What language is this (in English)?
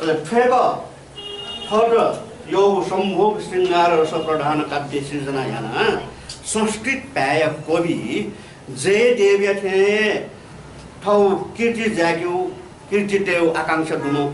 Newari